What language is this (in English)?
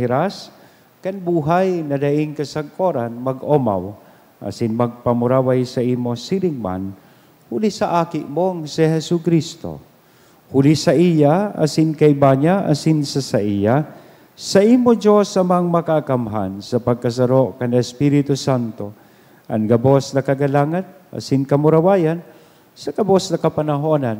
Bikol